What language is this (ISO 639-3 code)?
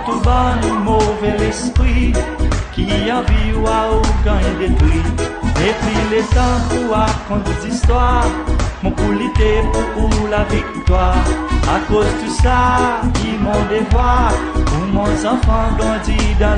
crs